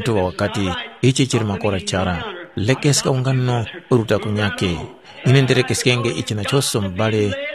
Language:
Tumbuka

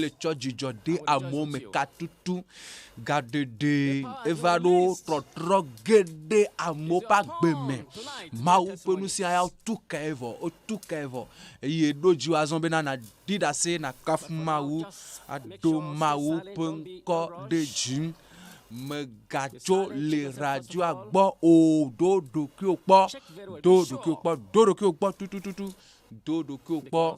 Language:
Ewe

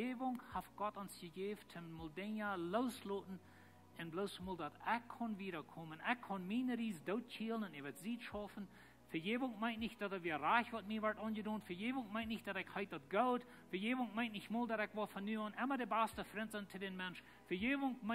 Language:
Plautdietsch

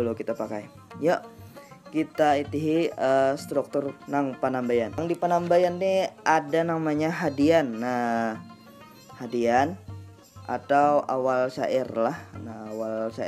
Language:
Banjar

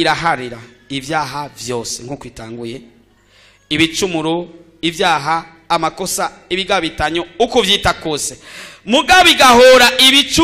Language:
Rundi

